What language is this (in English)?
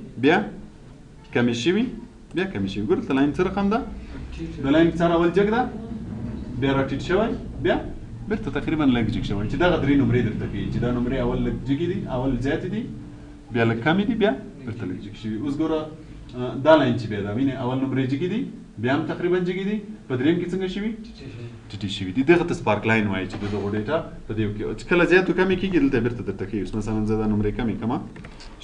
Pashto